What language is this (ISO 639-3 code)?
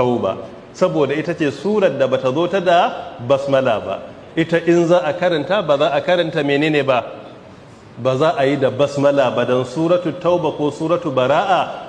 hau